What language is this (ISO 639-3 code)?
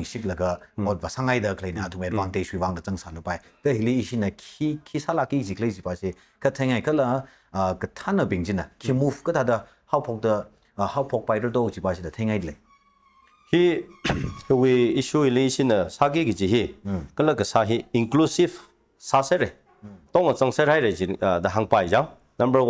nmf